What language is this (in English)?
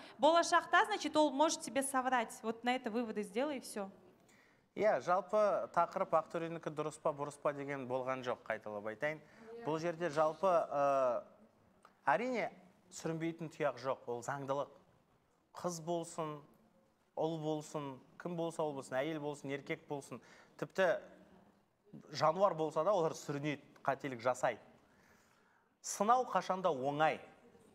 Kazakh